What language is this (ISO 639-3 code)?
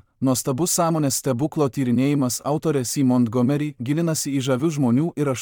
lit